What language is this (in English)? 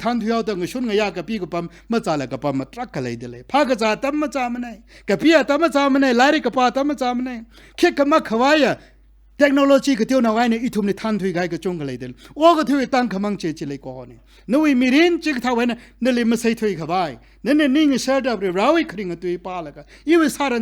Tangkhul Naga (India)